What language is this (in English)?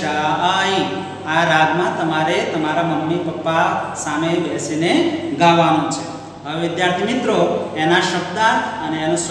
Gujarati